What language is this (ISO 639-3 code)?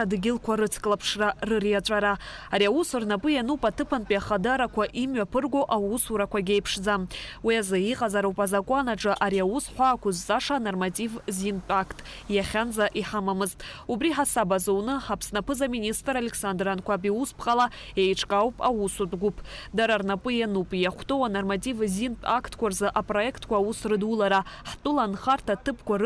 abk